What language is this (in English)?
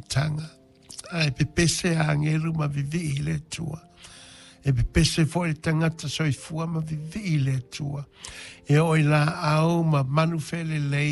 Samoan